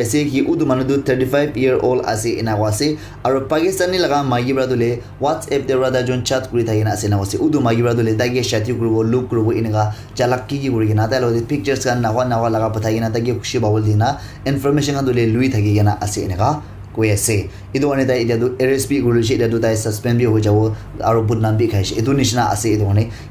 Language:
Naga Pidgin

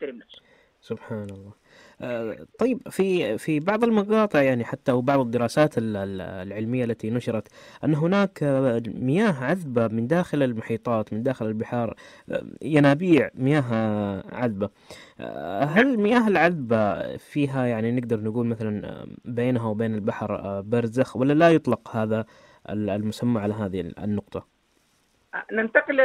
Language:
Najdi Arabic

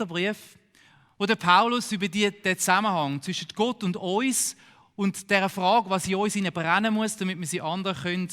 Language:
Swiss German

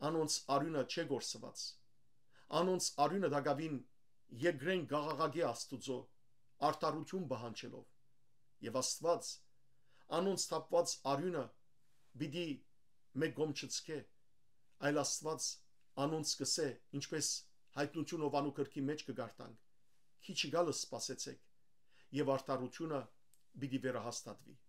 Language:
Western Armenian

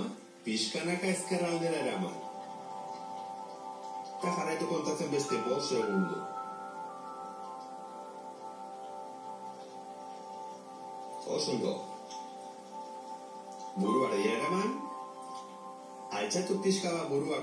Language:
Basque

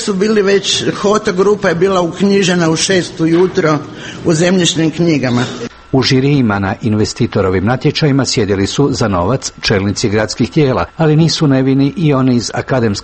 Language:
Croatian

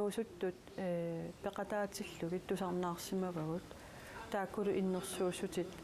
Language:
Kalaallisut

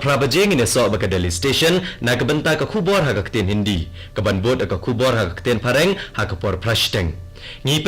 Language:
Khasi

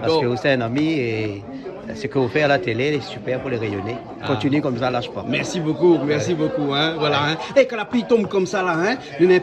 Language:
Réunion Creole French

